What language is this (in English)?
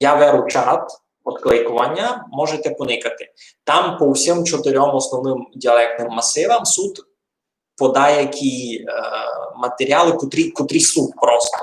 Rusyn